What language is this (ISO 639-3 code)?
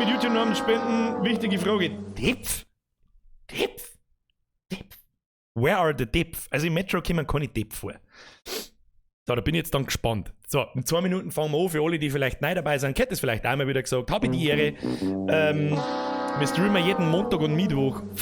bar